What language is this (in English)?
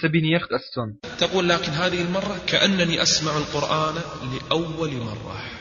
Chechen